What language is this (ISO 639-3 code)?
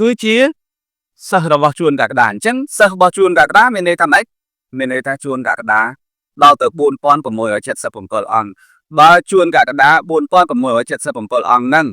khm